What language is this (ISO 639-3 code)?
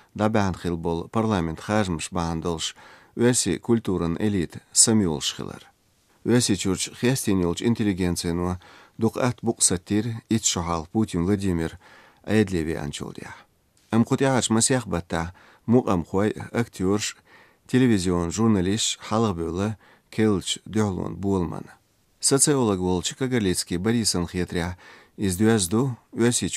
che